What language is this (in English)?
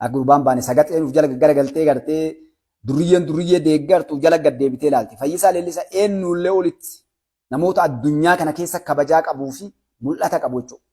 Oromo